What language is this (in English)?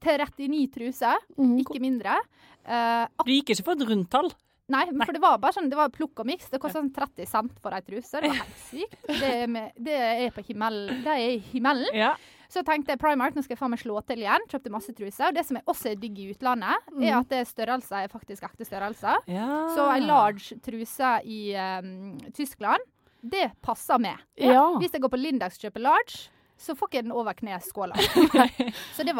Norwegian